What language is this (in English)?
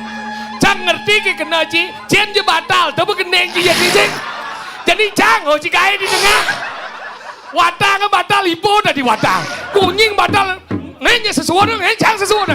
Balinese